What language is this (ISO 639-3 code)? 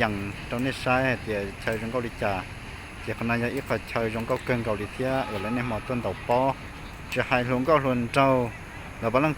hmn